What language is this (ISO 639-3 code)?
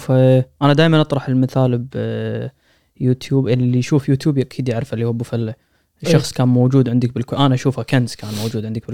afb